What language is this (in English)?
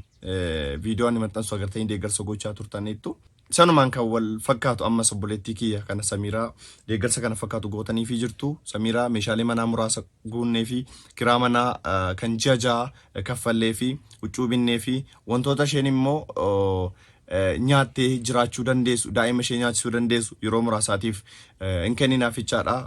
Oromo